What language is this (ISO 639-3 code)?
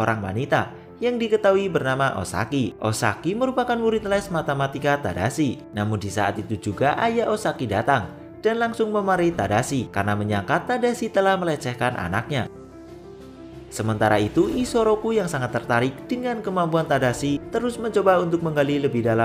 ind